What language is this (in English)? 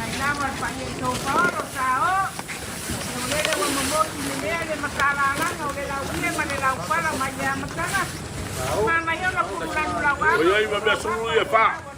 Samoan